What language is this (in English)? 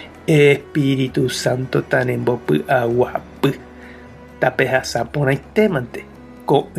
Guarani